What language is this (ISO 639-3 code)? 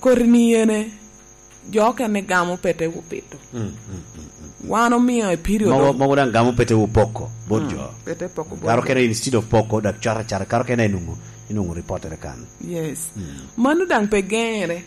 laj